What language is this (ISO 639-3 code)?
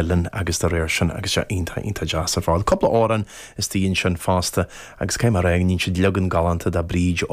gle